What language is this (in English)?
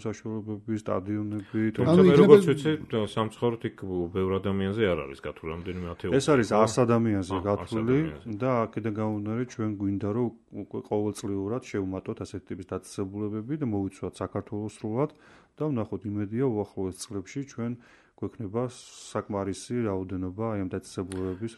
Georgian